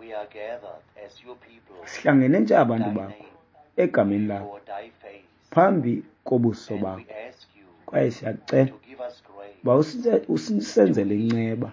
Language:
Xhosa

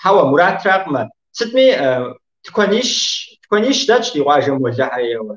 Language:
Kabardian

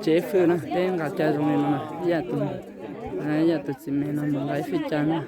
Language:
Hmong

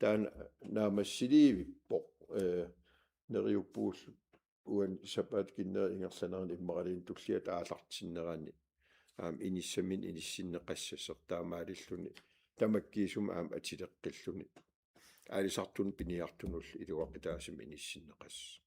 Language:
Kalaallisut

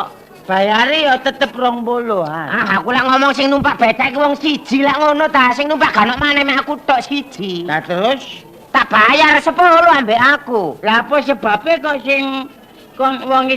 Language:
Javanese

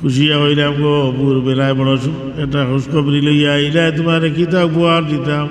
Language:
Sylheti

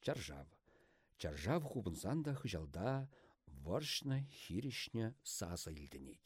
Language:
Chuvash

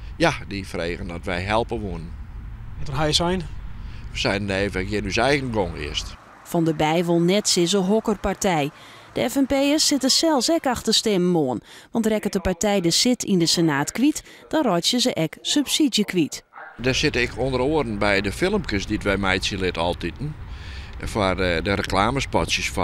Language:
Western Frisian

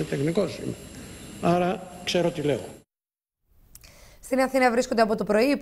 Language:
Greek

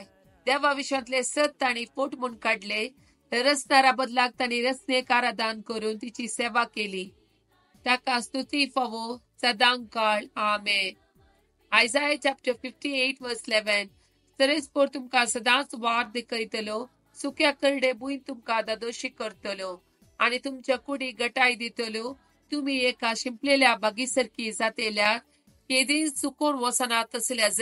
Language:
Konkani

